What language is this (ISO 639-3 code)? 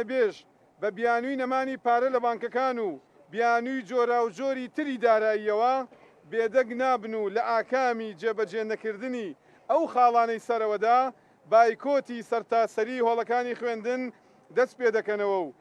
ckb